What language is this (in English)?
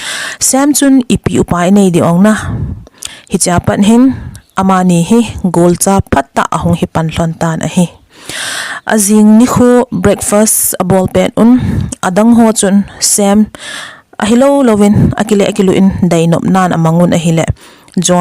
Thado Chin